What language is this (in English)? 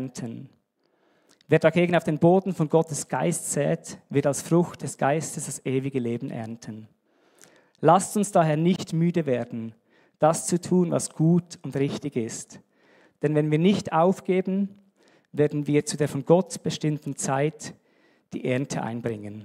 Swiss German